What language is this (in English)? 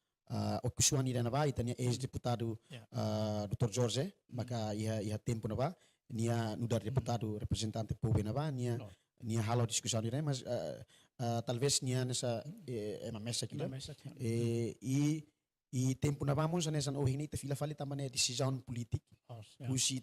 Tetum